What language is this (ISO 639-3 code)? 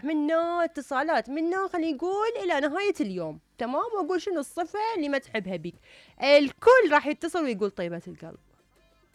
acm